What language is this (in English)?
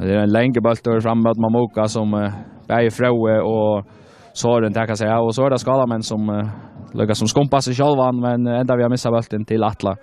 Faroese